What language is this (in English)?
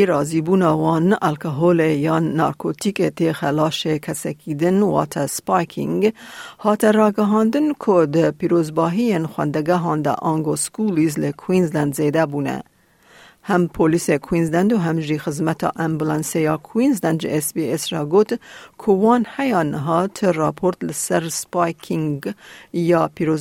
Kurdish